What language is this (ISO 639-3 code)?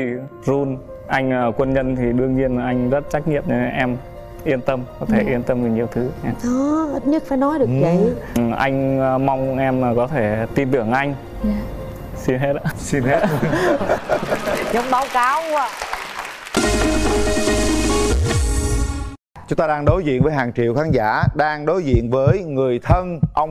vie